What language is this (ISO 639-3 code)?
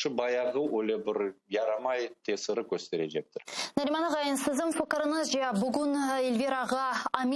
crh